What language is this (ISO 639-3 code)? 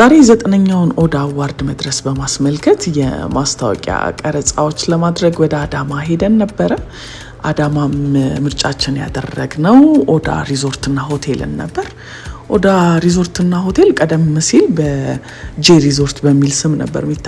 amh